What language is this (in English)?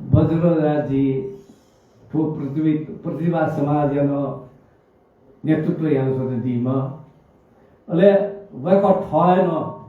Newari